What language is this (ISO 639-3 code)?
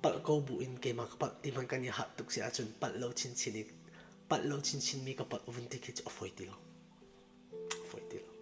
cfm